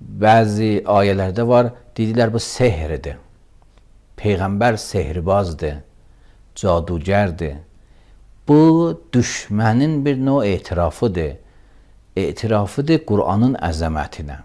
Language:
Azerbaijani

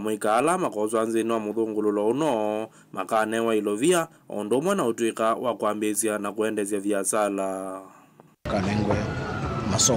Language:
Kamba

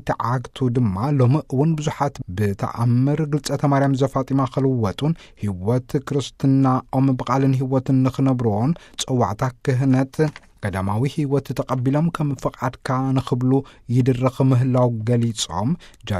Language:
Tigrinya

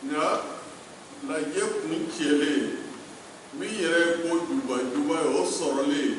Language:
Bambara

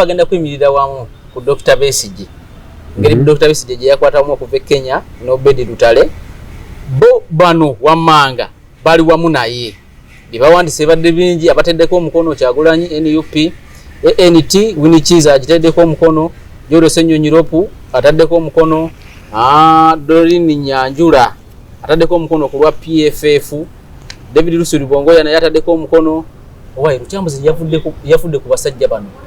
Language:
Ganda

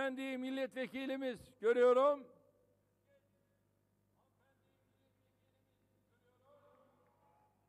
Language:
Turkish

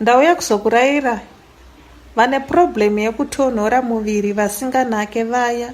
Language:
Shona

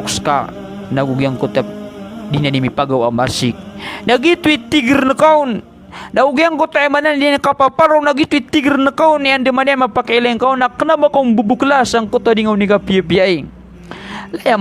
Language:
Maranao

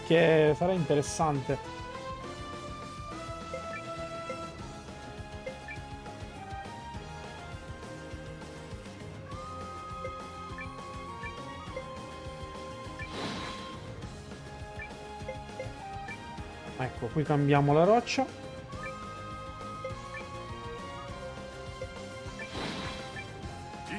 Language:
Italian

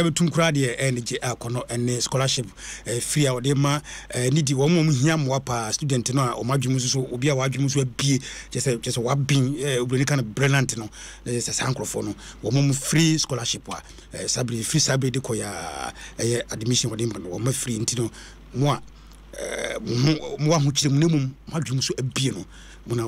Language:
Akan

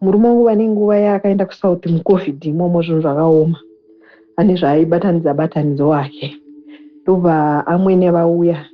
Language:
Shona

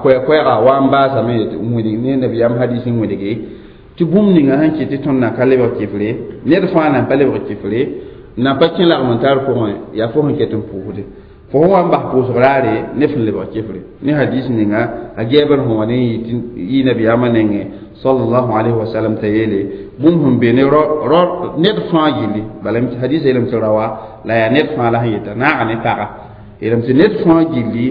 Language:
Mossi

